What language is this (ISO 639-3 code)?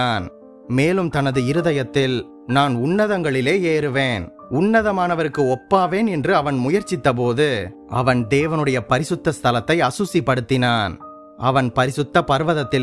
tam